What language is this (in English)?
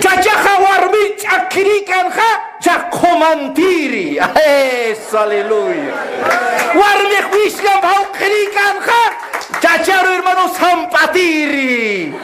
Aymara